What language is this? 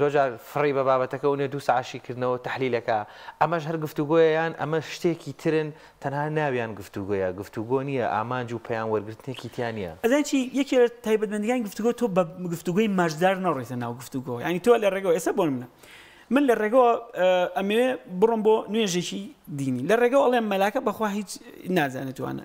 Central Kurdish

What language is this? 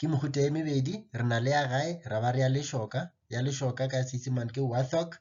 Northern Sotho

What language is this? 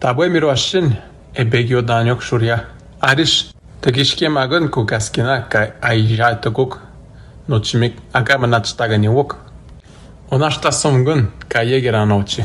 Atikamekw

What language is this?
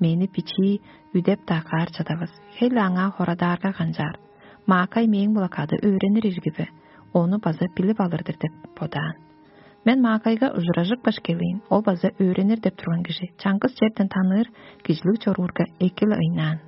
Tuvinian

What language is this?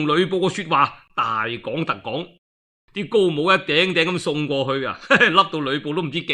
Cantonese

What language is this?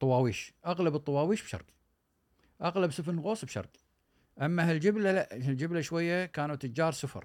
Gulf Arabic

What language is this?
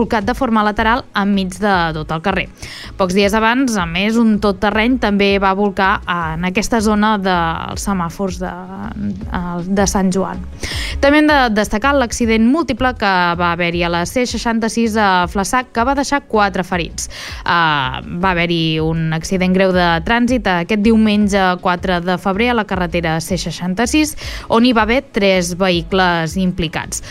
Catalan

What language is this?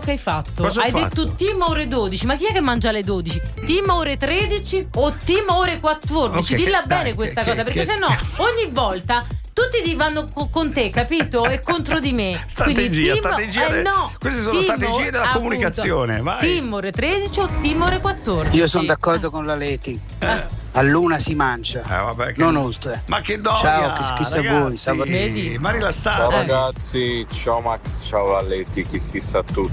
Italian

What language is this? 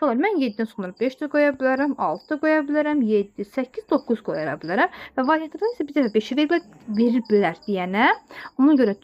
Azerbaijani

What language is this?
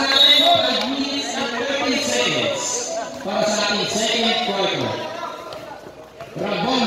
Filipino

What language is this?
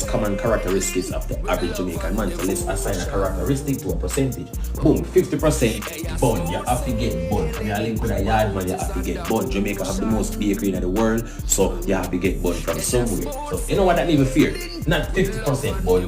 Jamaican Creole English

